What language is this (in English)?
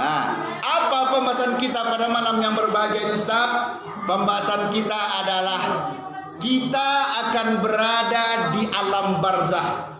Minangkabau